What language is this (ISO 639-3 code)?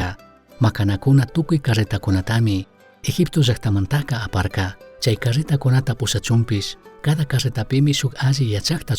qug